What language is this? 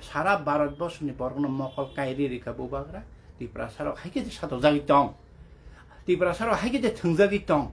Kok Borok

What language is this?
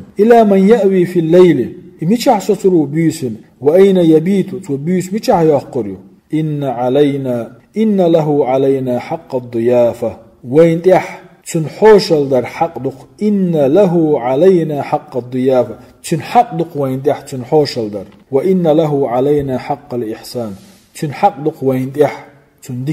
Chechen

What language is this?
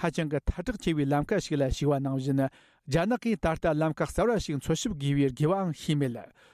Tibetan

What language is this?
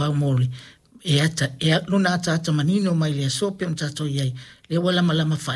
Samoan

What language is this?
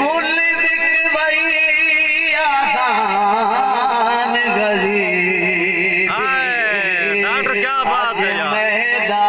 Saraiki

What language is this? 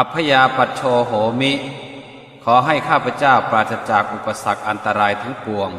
Pali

